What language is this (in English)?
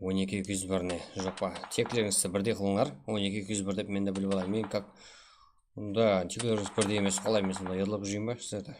Kara-Kalpak